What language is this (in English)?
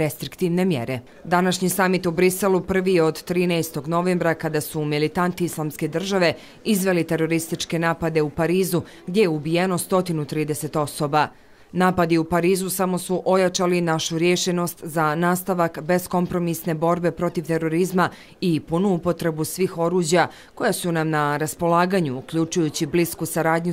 Bosnian